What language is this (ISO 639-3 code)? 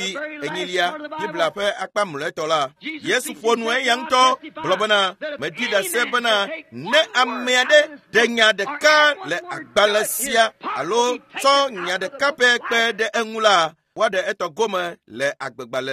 ewe